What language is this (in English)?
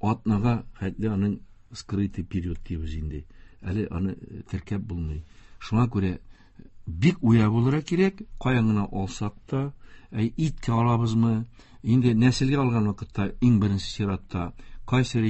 Tatar